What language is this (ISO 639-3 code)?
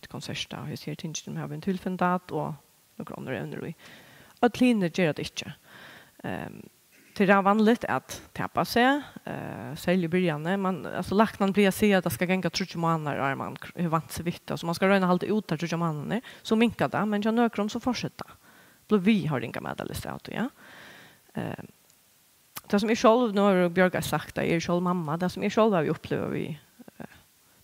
fao